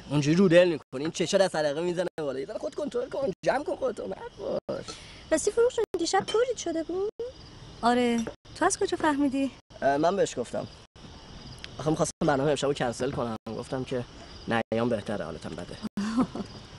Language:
Persian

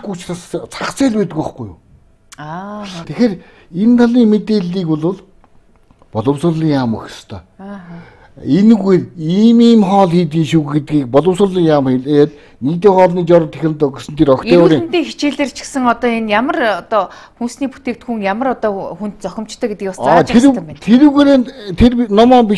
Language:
Mongolian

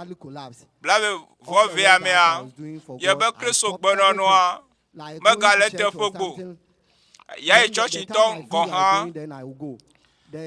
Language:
Ewe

